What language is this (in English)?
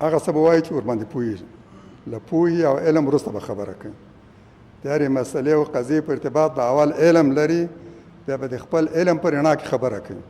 Pashto